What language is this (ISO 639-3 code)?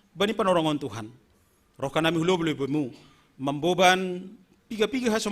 bts